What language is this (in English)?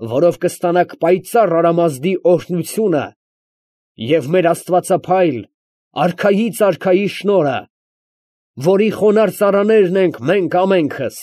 Armenian